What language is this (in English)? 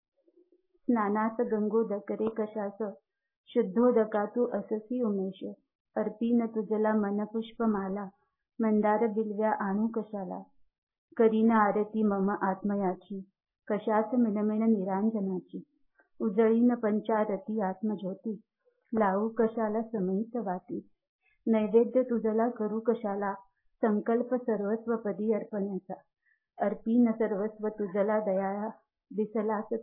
Marathi